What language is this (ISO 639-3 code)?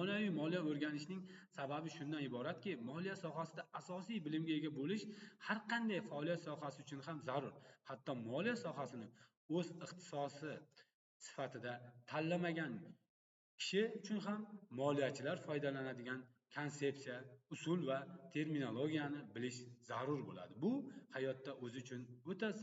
uzb